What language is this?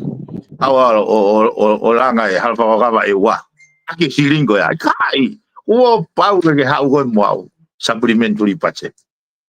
Tongan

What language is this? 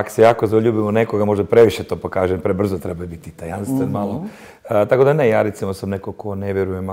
Croatian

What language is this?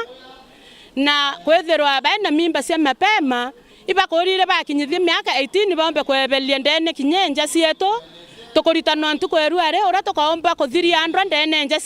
Meru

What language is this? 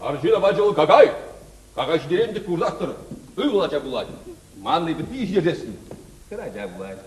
Chuvash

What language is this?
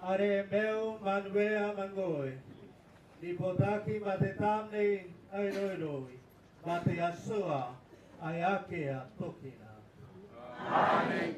Gilbertese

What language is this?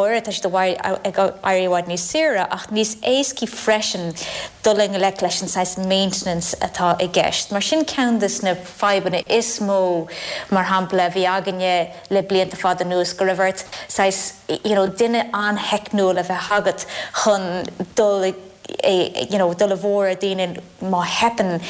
Irish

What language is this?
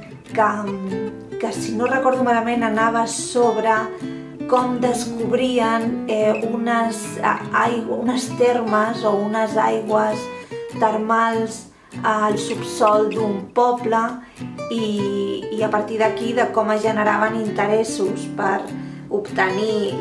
Catalan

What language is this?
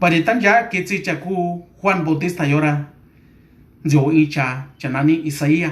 Mixtepec Mixtec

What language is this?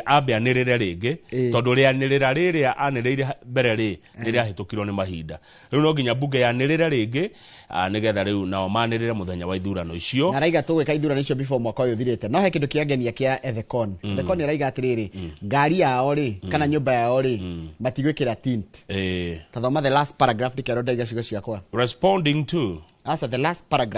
Kikuyu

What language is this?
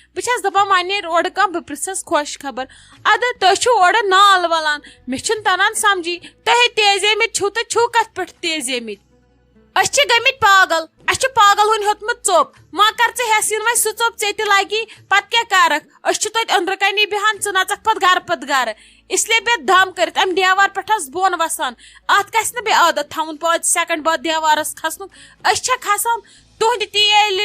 Kashmiri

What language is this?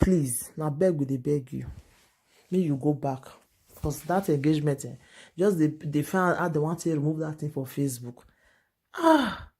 Nigerian Pidgin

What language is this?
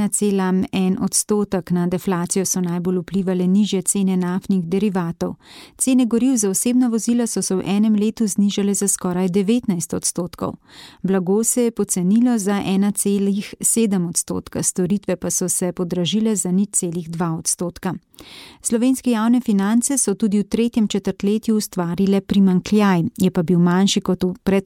Slovenian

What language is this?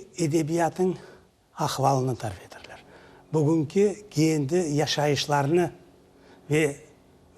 Crimean Tatar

